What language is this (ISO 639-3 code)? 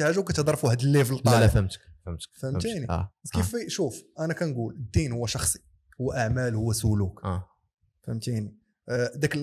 ary